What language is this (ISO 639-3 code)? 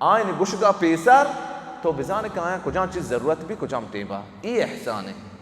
bal